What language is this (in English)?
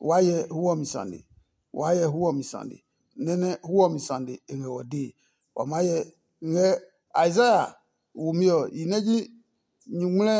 Adangme